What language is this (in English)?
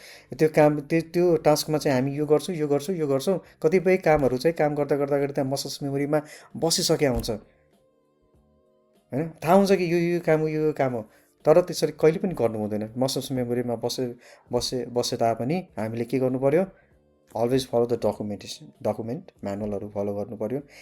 Nepali